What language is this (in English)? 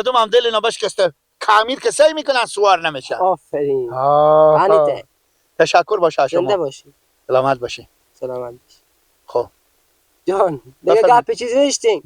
Persian